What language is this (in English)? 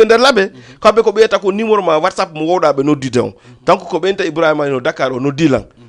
Fula